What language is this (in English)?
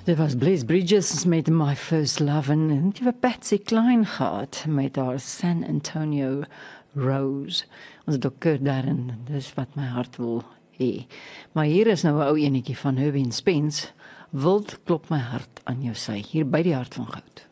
Afrikaans